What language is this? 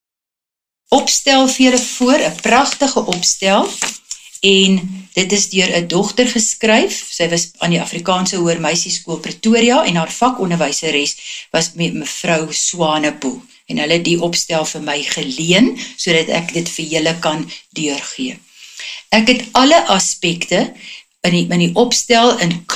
Afrikaans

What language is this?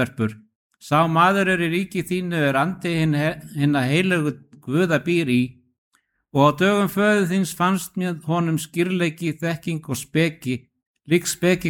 Icelandic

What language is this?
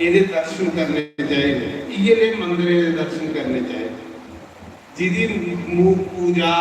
Dogri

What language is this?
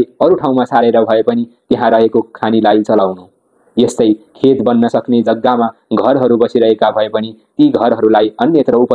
Nepali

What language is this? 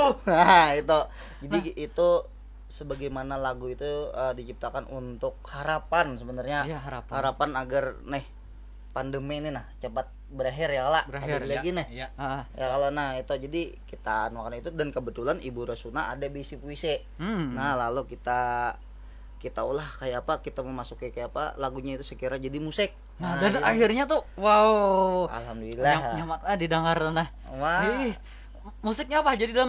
Banjar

